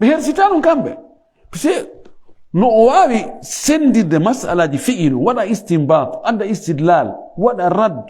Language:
Fula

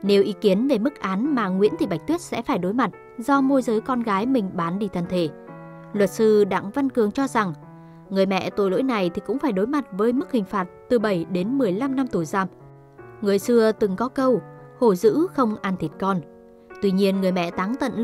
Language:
Vietnamese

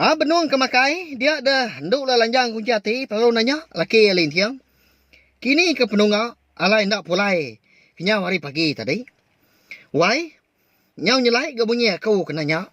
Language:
Iban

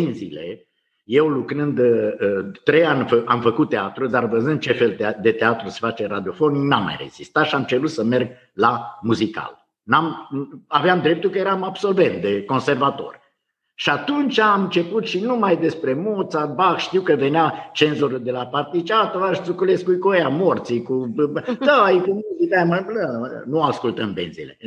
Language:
Romanian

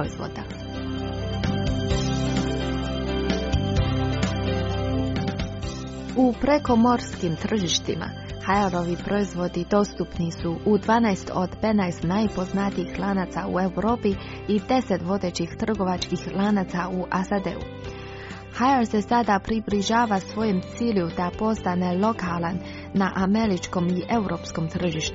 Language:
Croatian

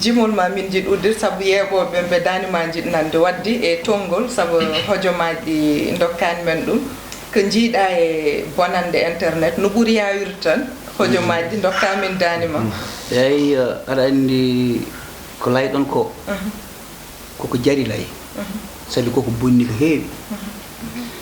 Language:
Fula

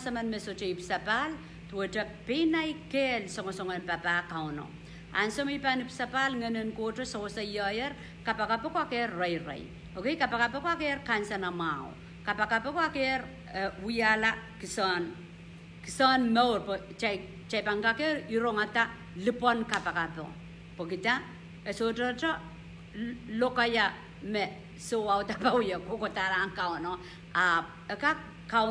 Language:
Pohnpeian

